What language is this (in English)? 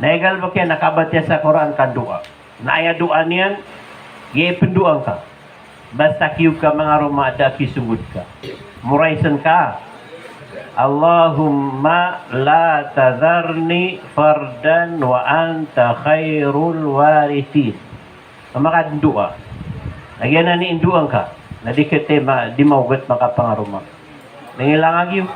Maranao